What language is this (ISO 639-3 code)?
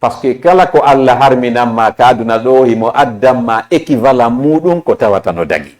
ful